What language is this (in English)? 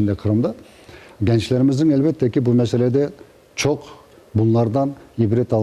Crimean Tatar